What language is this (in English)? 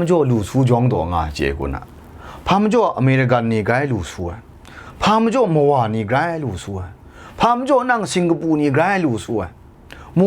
Kachin